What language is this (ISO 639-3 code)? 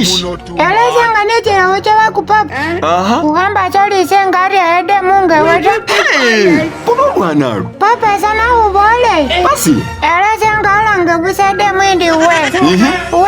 myx